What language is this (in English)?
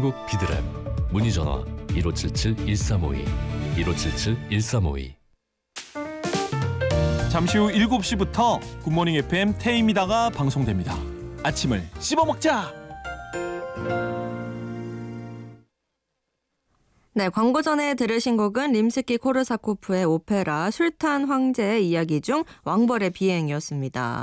Korean